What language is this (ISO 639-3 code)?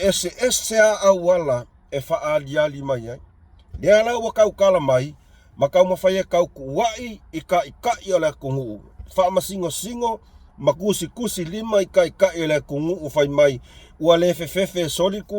smo